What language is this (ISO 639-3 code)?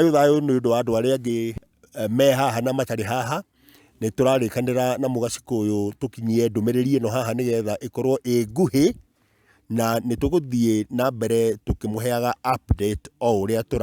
kik